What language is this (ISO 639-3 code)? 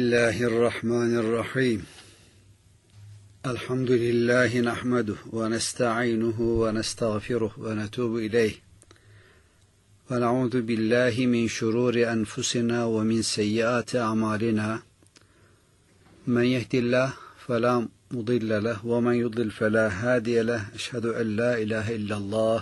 tur